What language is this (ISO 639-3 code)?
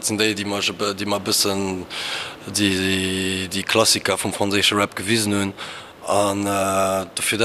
ltz